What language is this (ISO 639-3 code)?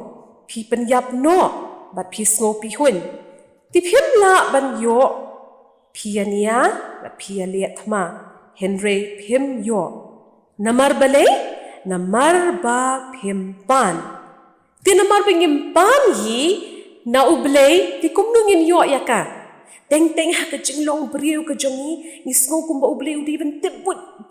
kha